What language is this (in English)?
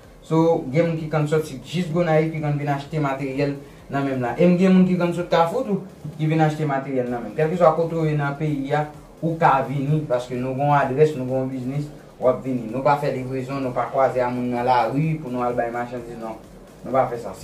Haitian Creole